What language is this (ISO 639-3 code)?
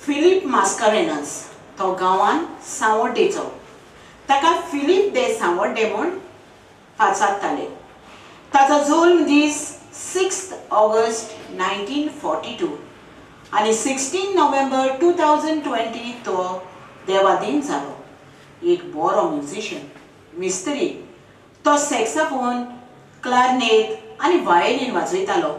kok